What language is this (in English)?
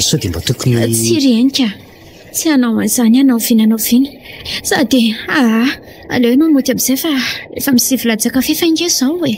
Malagasy